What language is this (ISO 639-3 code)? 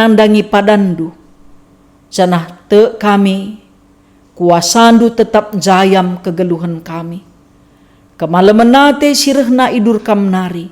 btx